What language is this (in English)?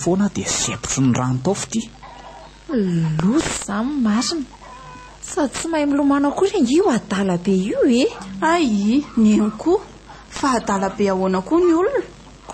Malagasy